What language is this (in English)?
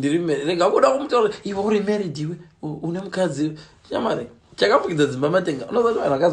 Shona